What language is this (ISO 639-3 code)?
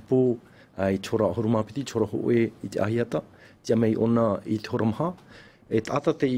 tah